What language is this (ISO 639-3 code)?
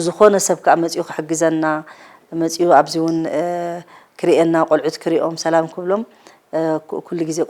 tir